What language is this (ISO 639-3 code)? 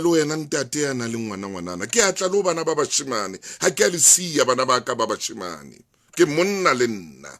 sot